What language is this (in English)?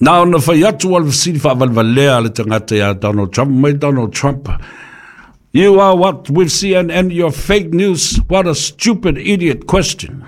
Samoan